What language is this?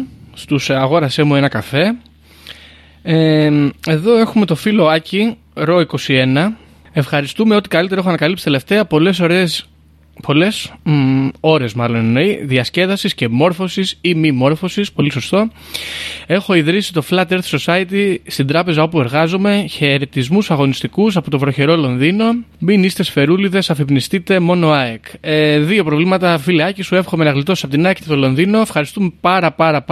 Greek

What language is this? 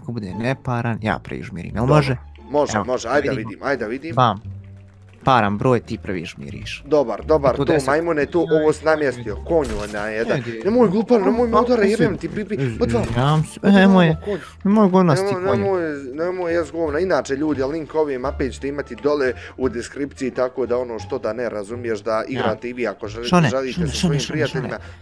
Bosnian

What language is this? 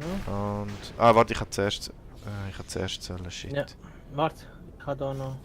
Swiss German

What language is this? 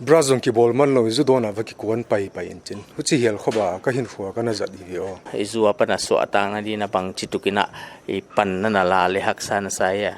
Paite Chin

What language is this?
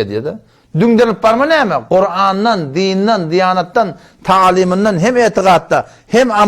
Turkmen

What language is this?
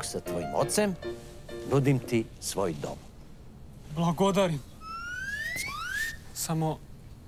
Serbian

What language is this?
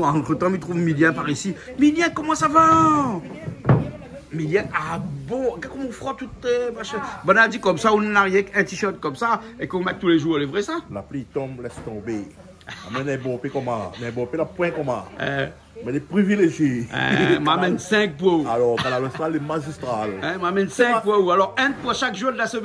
Réunion Creole French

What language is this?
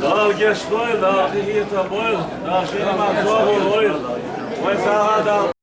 Chechen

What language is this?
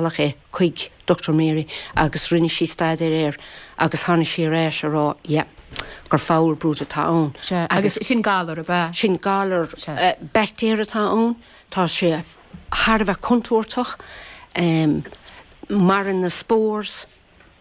Irish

